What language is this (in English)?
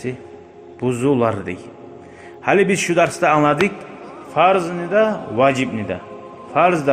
Kumyk